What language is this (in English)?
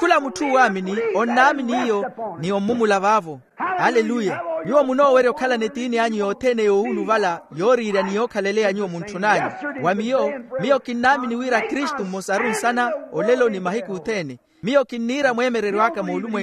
Makhuwa